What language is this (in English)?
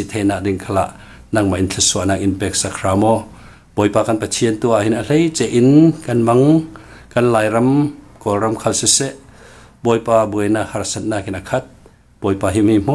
Falam Chin